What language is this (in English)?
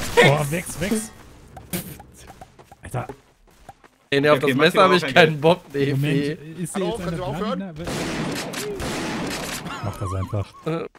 German